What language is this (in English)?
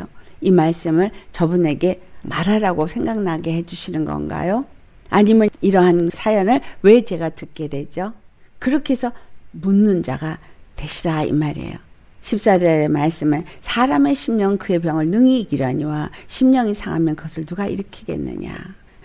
Korean